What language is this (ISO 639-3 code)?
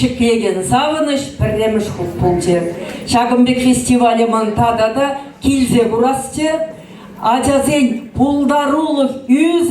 chv